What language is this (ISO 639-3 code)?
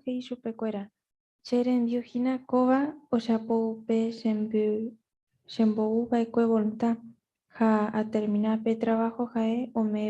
grn